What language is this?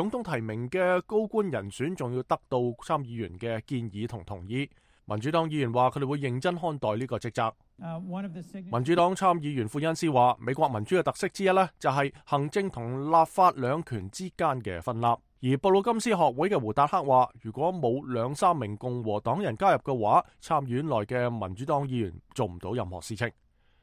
Cantonese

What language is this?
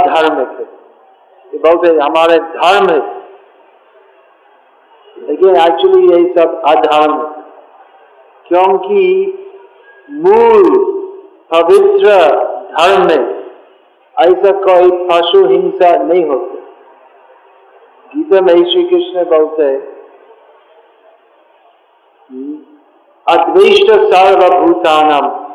Hindi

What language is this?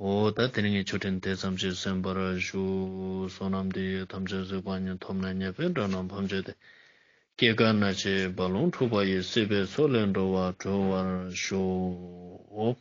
Ladakhi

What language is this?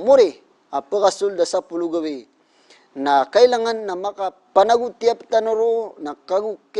Maranao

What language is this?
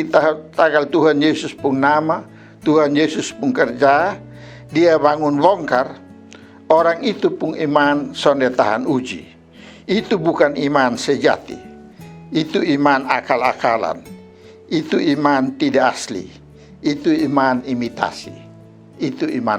Kupang Malay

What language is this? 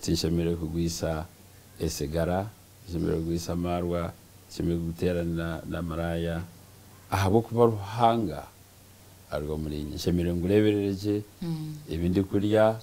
Nyankole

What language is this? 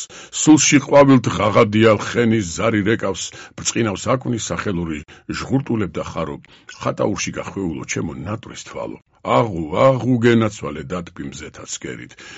Georgian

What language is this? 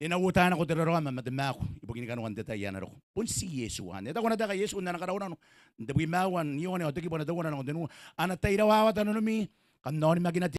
Gilbertese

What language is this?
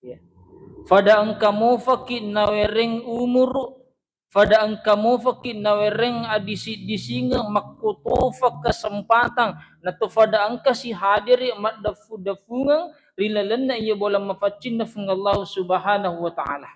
Buginese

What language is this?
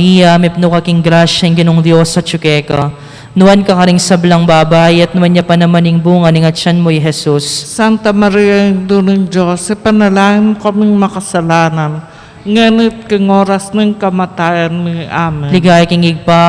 Pampanga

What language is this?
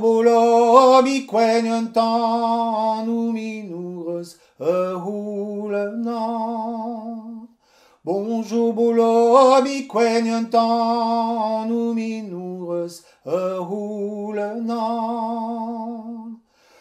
Breton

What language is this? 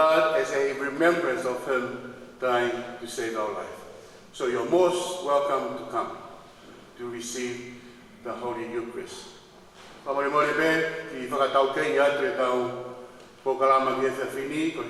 Tongan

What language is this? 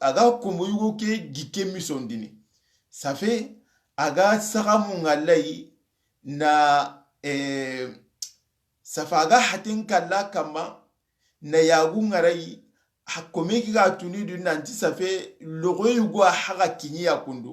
Soninke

